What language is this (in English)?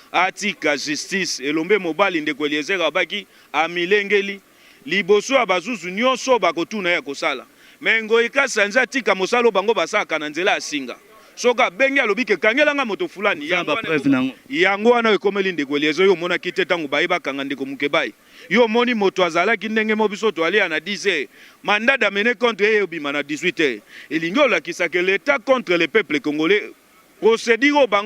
Lingala